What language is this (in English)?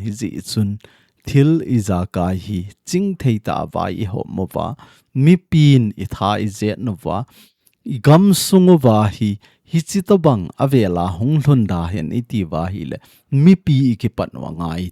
Thado Chin